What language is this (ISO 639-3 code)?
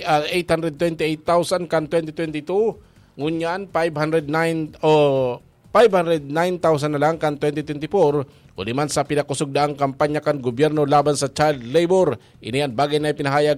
bik